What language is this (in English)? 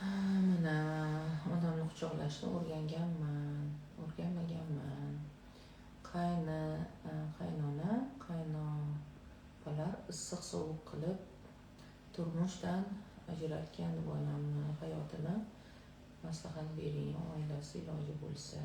Uzbek